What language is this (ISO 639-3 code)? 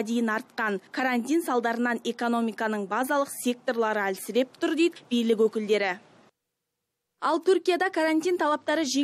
kaz